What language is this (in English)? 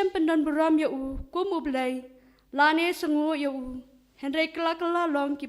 Khasi